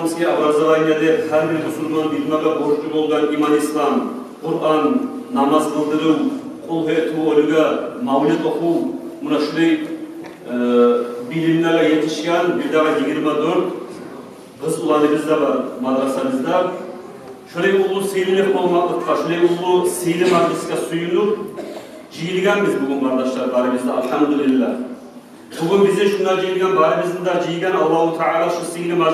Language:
Kumyk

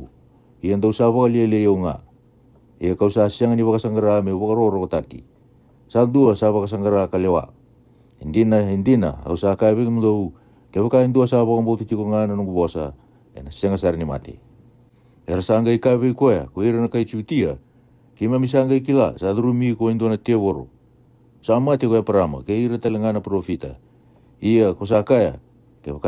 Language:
Fijian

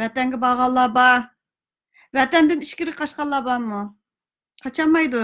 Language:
Uyghur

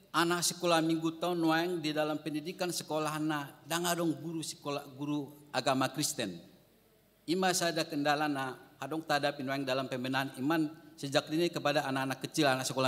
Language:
Batak Toba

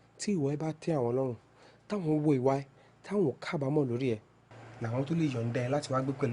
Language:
Yoruba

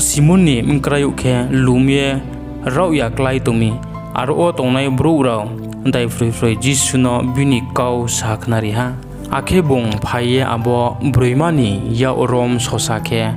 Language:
Riang (India)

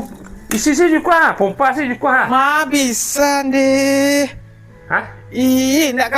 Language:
Minangkabau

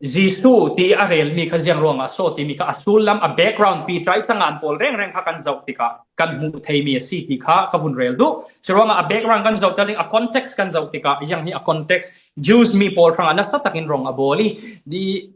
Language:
Falam Chin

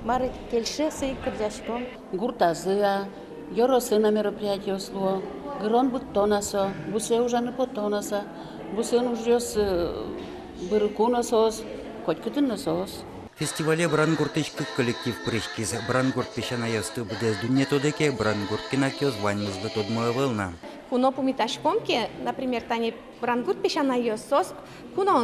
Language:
Udmurt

